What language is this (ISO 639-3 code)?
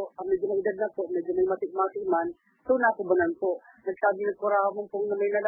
bik